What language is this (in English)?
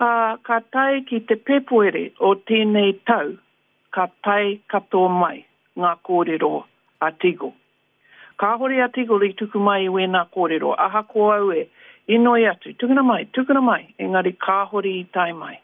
Māori